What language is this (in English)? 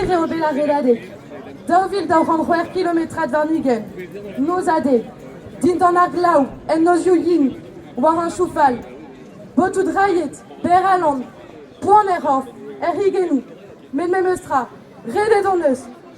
Breton